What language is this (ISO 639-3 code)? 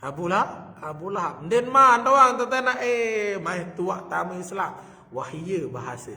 sas